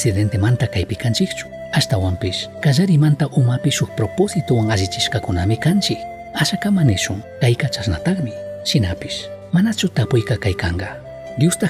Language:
Chimborazo Highland Quichua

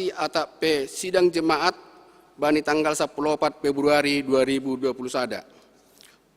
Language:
Batak Simalungun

